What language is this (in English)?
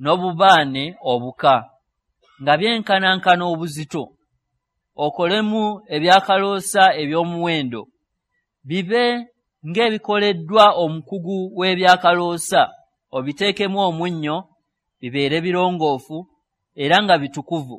Ganda